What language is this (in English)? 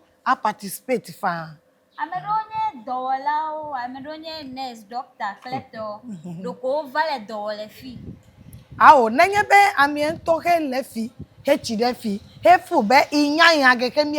Ewe